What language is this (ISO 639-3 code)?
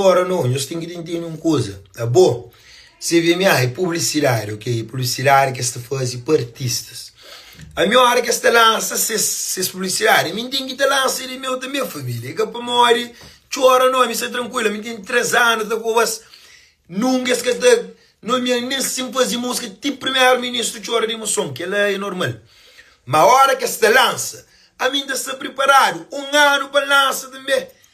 kea